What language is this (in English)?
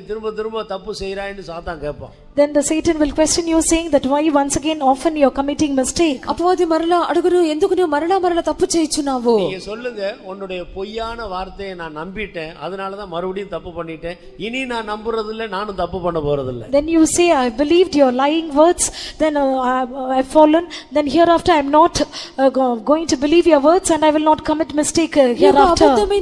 Tamil